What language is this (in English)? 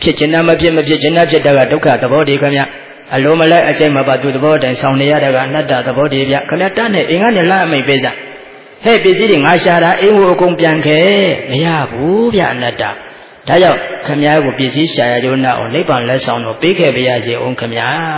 Burmese